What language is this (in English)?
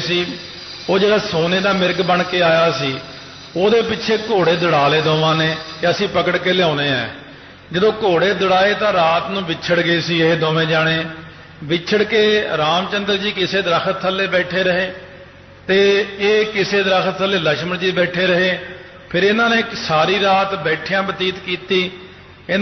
Punjabi